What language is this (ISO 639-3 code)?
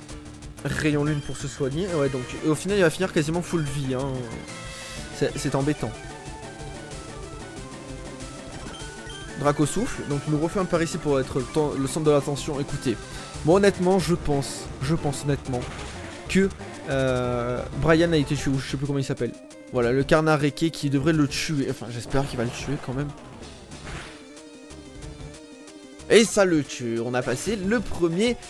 fra